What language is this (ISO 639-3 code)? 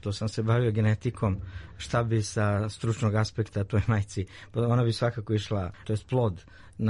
srp